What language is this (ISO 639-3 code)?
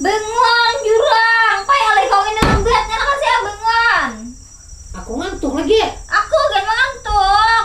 bjn